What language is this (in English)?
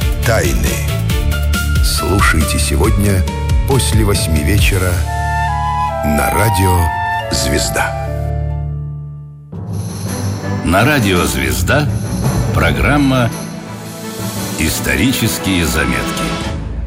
Russian